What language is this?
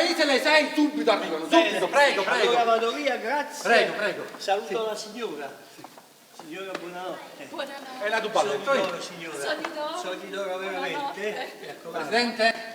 Neapolitan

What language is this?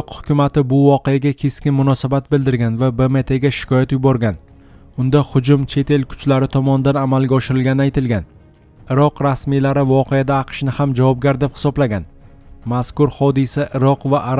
Uzbek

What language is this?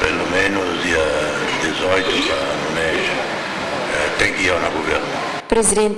Tetum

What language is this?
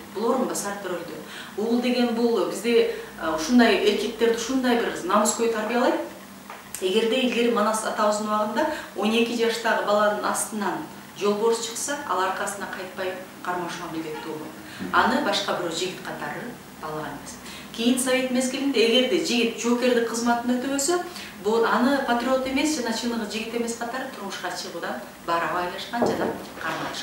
Kyrgyz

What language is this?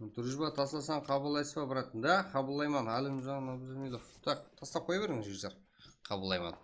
Kara-Kalpak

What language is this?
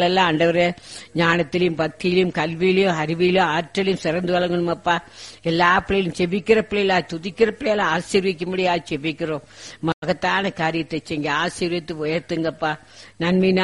Tamil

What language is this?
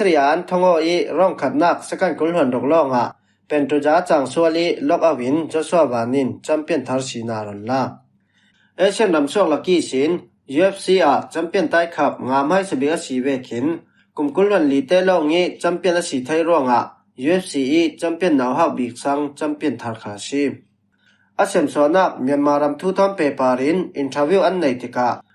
Falam Chin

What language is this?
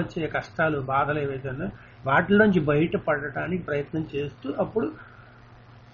Telugu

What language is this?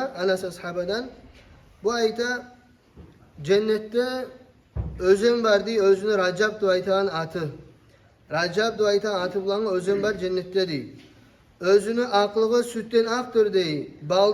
Kumyk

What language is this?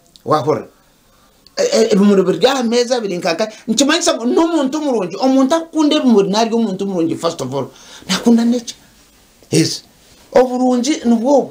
Nyankole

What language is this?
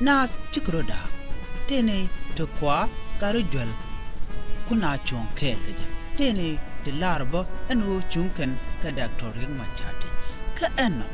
Nuer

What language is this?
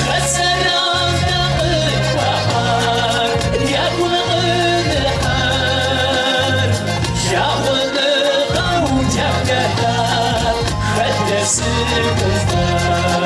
Kabardian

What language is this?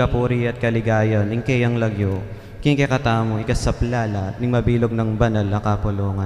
Pampanga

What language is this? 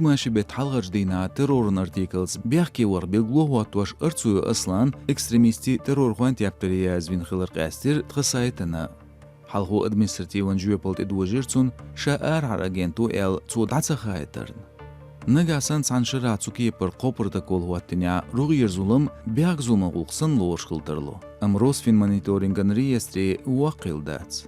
Chechen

